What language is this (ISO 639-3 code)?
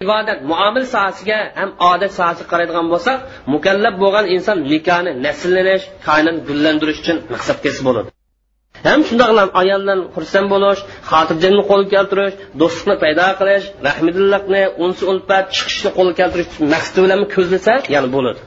uig